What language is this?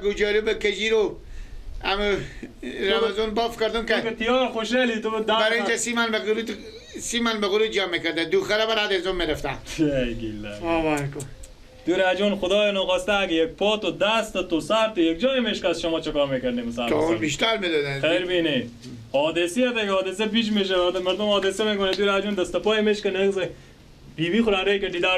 Persian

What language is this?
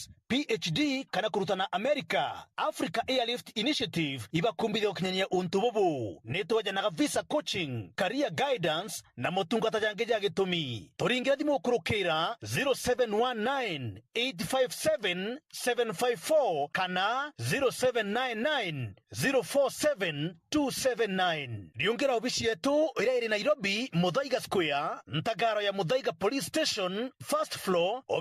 Meru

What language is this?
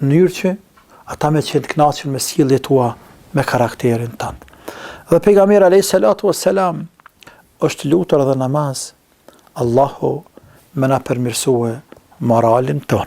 Albanian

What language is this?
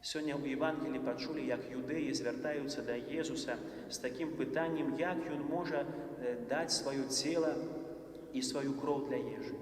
Belarusian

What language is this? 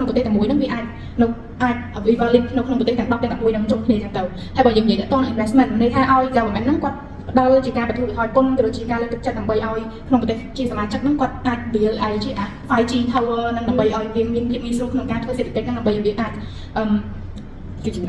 Khmer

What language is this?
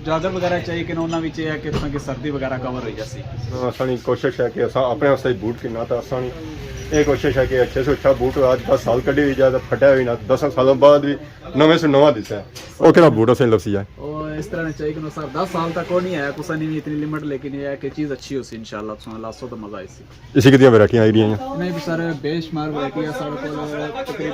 Pahari-Potwari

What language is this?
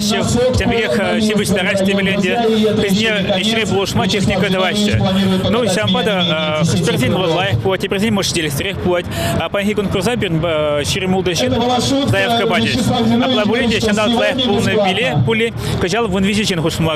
Chuvash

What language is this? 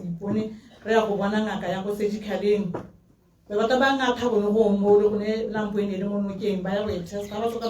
Tswana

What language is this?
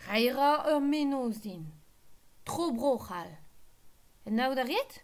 Breton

